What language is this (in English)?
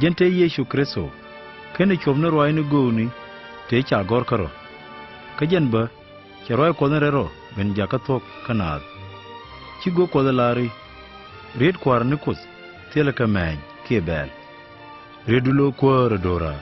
Nuer